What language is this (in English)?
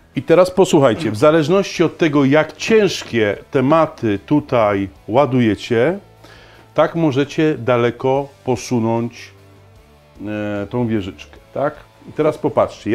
Polish